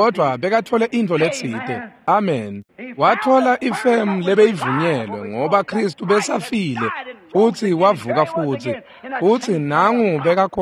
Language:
Swati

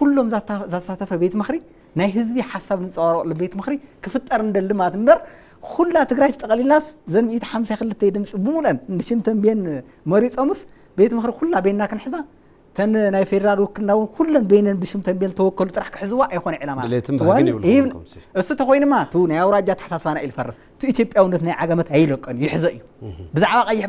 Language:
Tigrinya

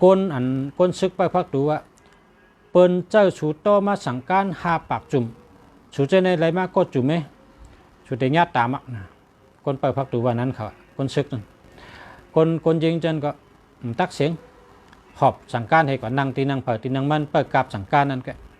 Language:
Shan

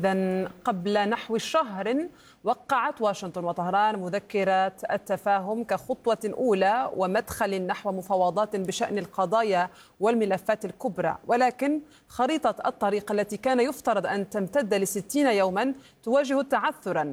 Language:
Arabic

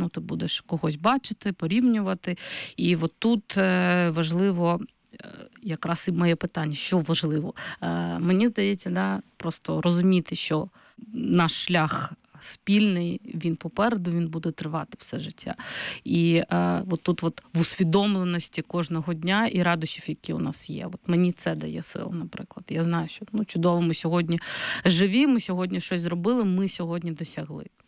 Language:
Ukrainian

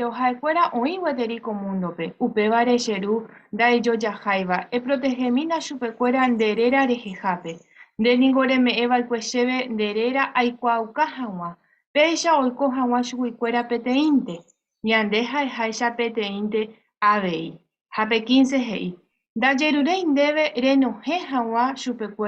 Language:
Guarani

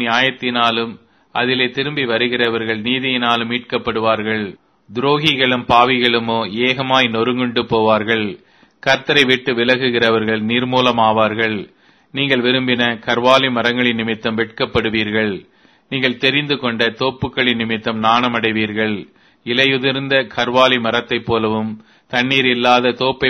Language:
Tamil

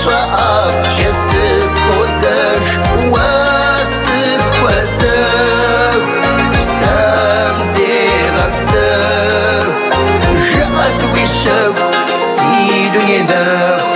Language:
Kabardian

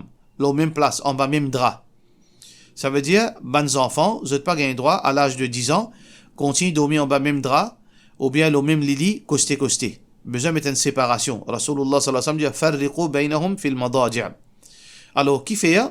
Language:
Morisyen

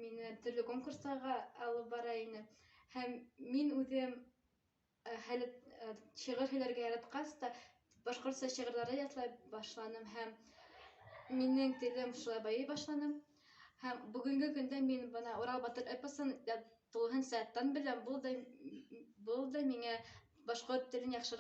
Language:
Bashkir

